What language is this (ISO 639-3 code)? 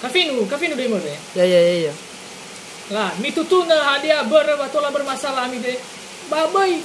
nia